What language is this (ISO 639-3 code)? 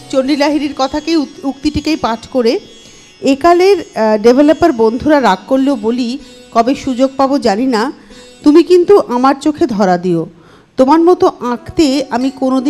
ben